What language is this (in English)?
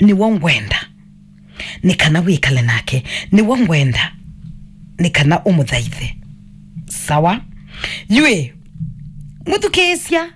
Kamba